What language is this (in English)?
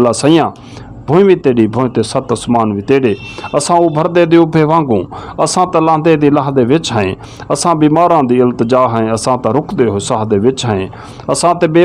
Western Panjabi